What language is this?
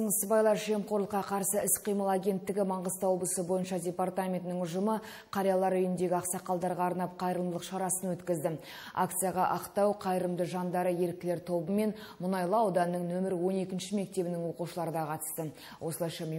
Kazakh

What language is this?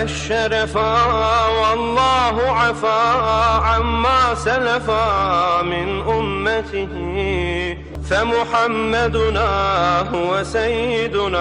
Arabic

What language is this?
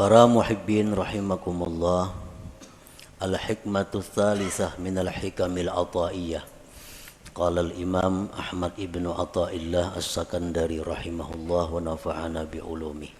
Banjar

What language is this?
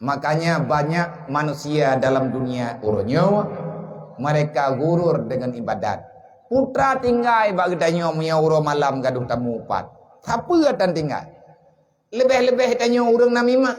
Achinese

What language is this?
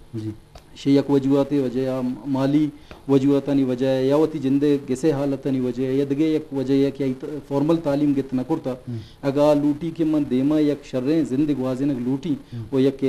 Eastern Balochi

